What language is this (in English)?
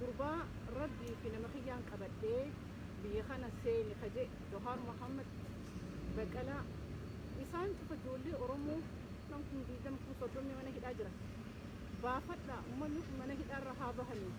Oromo